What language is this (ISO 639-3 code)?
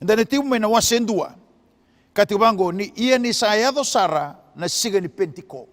fij